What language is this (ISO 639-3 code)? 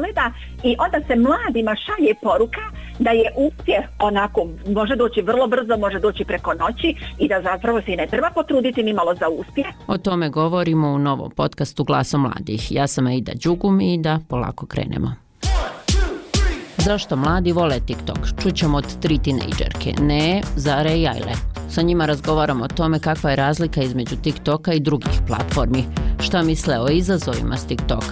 bos